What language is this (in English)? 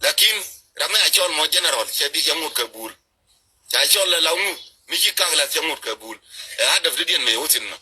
Nuer